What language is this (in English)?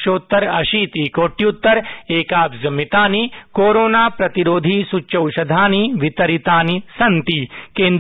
Sanskrit